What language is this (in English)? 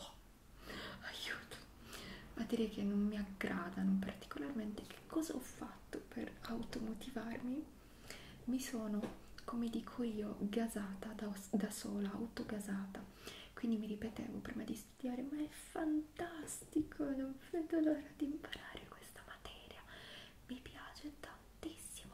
Italian